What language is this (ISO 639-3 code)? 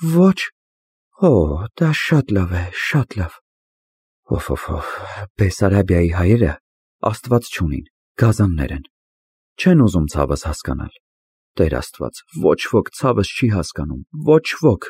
hye